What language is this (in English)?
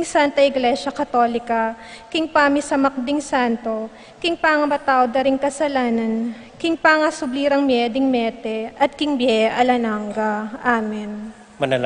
Pampanga